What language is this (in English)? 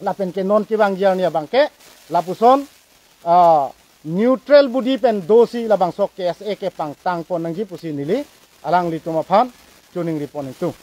Karbi